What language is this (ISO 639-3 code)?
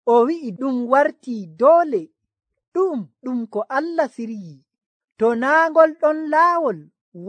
fuv